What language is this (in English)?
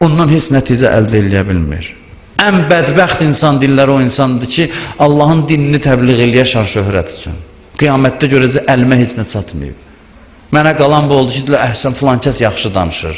Azerbaijani